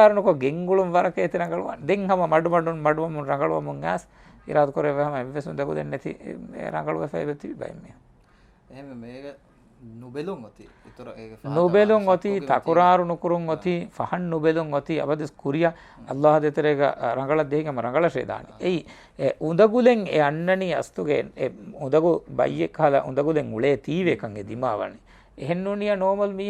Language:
Divehi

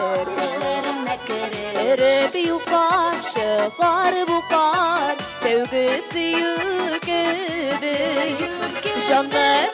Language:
Tatar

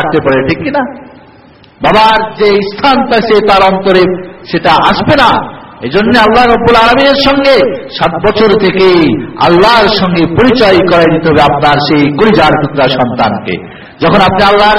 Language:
Bangla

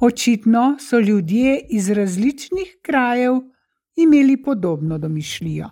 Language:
Slovenian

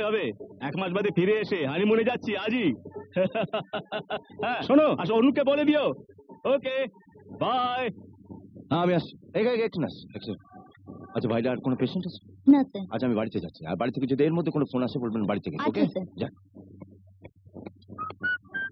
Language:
Bangla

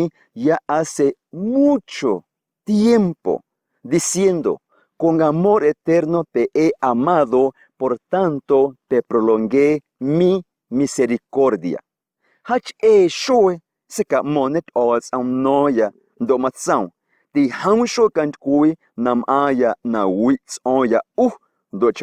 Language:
Guerrero Amuzgo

